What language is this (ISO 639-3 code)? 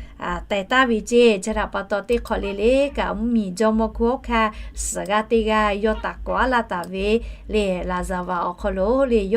lhu